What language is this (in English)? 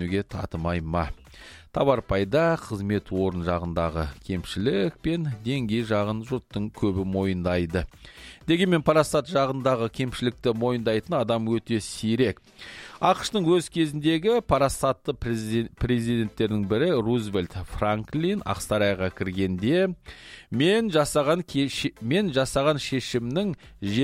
Kazakh